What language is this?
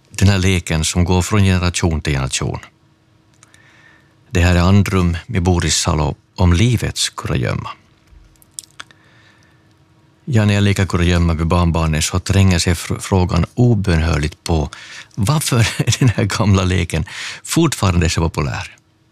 Swedish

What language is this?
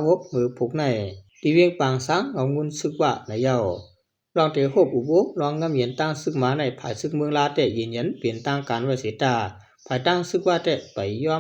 Shan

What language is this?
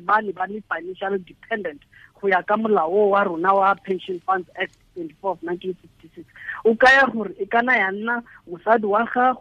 Tswana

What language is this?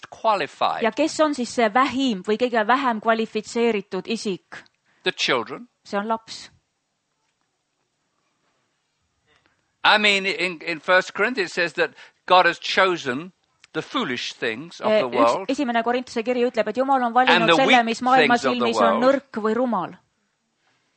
Estonian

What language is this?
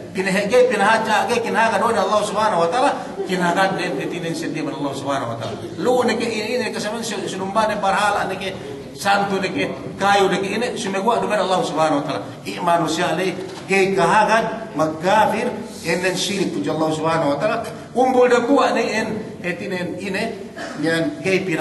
Yakan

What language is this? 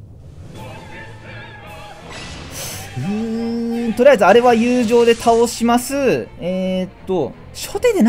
Japanese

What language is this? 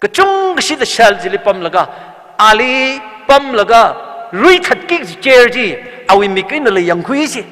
Tangkhul Naga (India)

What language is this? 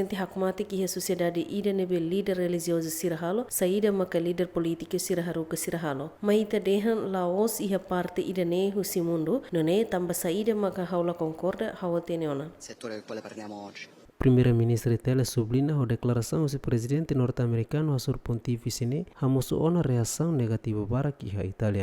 Tetum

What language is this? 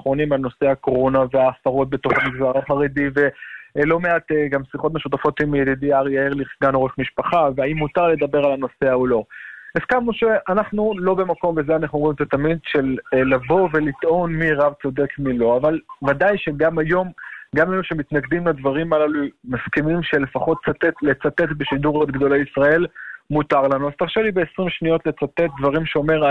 Hebrew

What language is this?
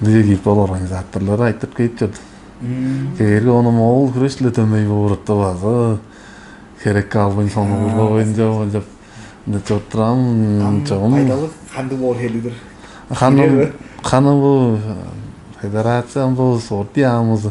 Tuvinian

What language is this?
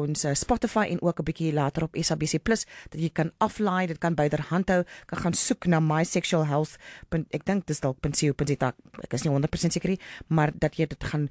Afrikaans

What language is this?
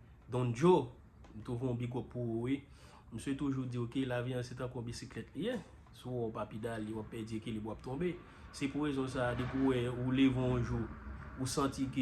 Haitian Creole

